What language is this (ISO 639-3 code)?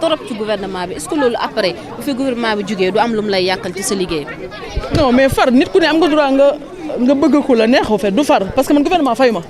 wol